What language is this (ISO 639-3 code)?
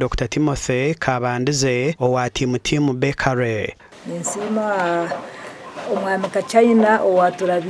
nyn